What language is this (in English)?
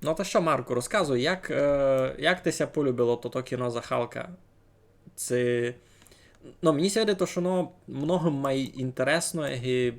Rusyn